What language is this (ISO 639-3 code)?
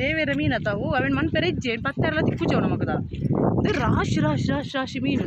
tcy